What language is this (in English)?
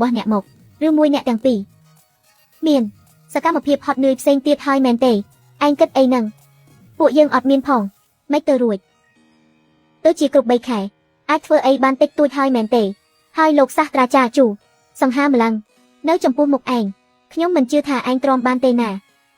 Khmer